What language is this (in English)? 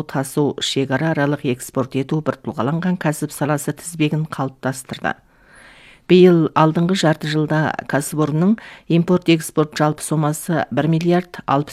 Kazakh